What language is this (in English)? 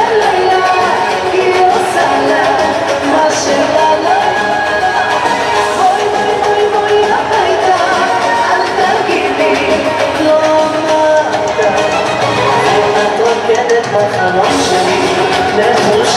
Hebrew